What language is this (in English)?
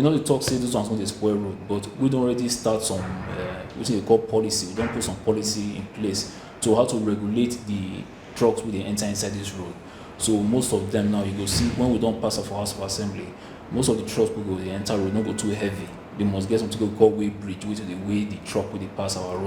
Nigerian Pidgin